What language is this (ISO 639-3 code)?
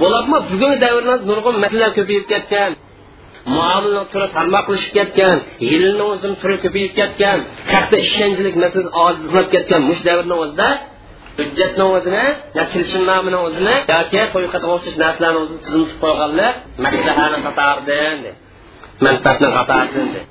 uig